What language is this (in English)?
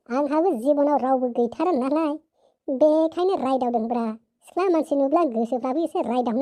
Bodo